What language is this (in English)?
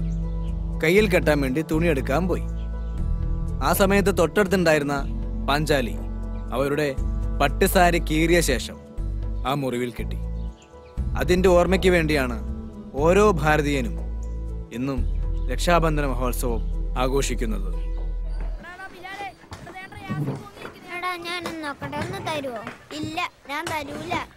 Malayalam